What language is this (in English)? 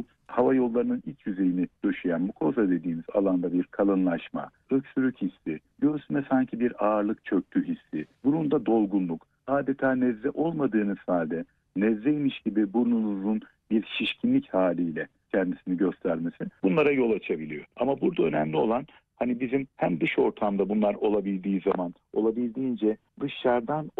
Turkish